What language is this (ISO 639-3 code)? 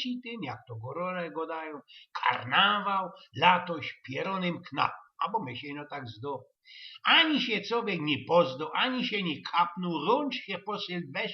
szl